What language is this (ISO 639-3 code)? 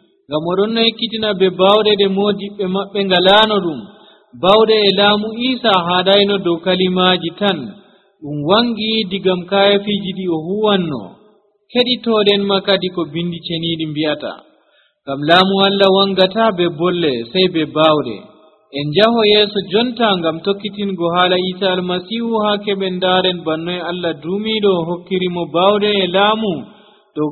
fuv